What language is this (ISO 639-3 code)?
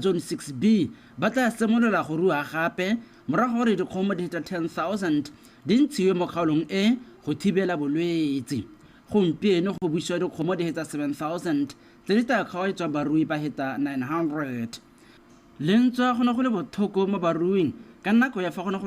tsn